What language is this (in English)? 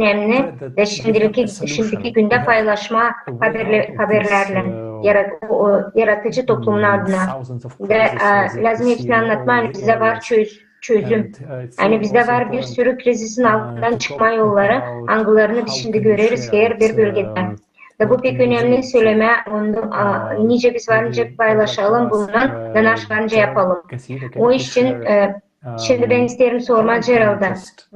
Gagauz